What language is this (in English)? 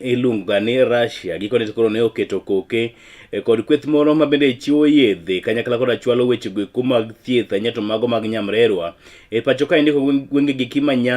Luo (Kenya and Tanzania)